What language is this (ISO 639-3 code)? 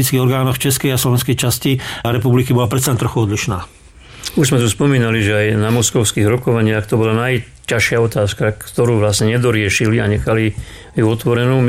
slk